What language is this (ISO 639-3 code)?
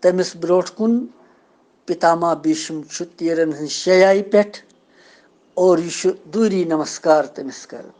kas